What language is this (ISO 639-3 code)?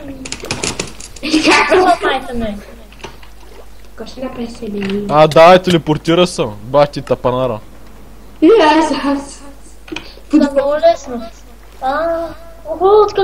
bul